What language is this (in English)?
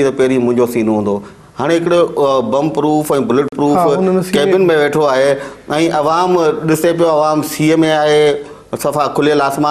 Sindhi